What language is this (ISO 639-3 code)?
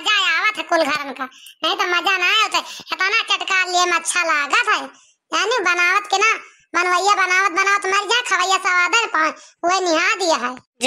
awa